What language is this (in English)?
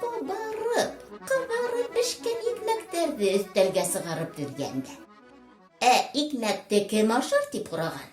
Bashkir